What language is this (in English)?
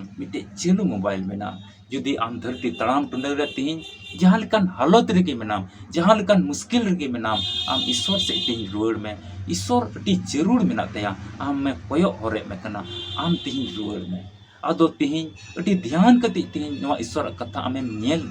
Santali